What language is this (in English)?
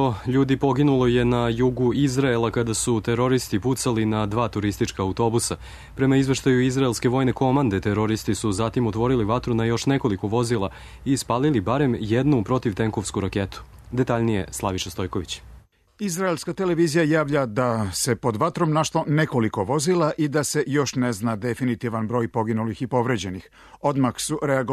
Serbian